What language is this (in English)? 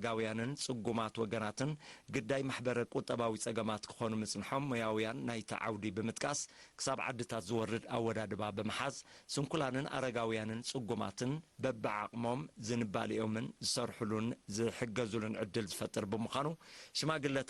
Tigrinya